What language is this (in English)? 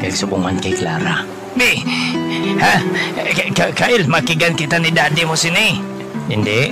Hiligaynon